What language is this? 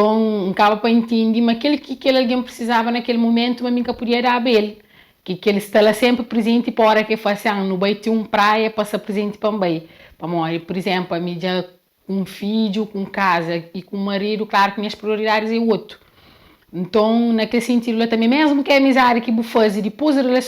Kabuverdianu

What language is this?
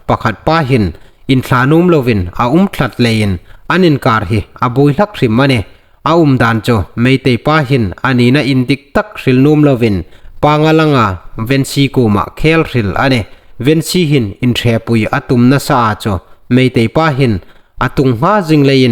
Hmar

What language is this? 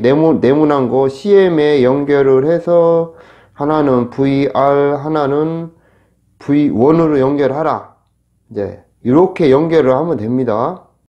Korean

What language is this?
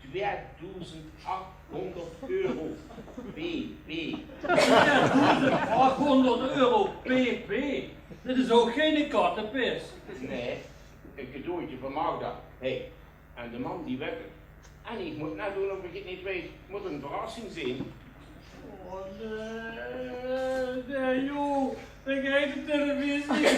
Limburgish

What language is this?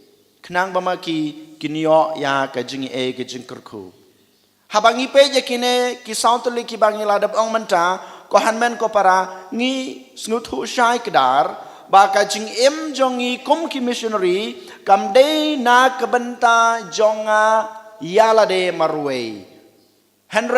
Khasi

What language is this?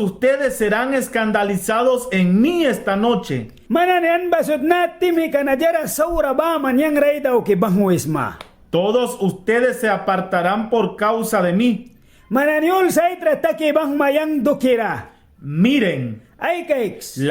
Mískito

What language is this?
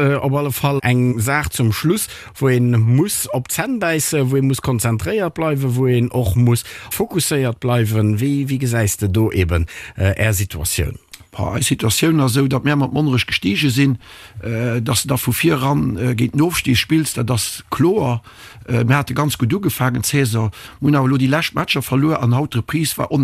Luxembourgish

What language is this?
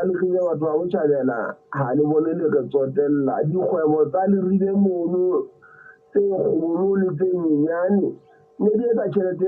Southern Sotho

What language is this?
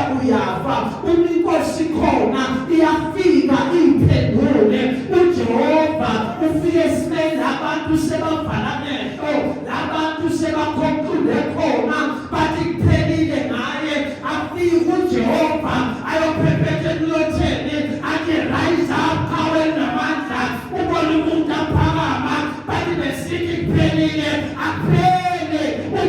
Zulu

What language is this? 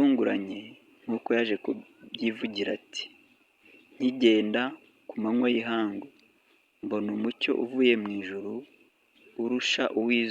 Kinyarwanda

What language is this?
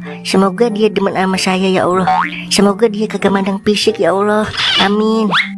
Betawi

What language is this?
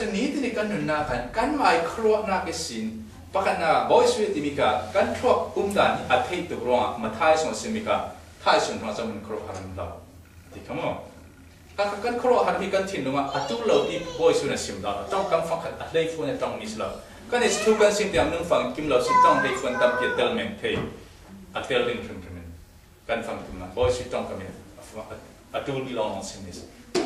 Falam Chin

